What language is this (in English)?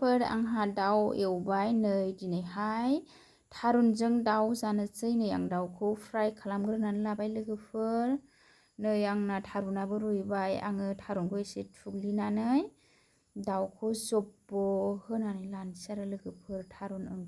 Bodo